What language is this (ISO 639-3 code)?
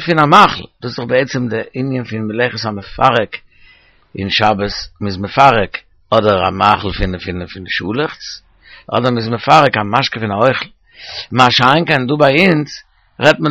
yid